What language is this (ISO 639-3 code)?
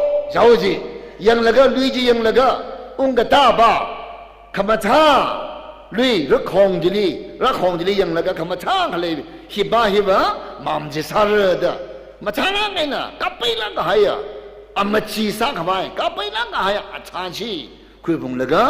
nmf